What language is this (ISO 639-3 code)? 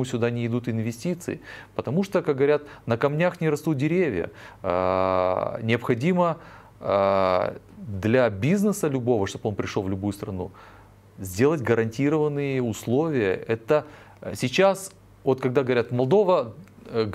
rus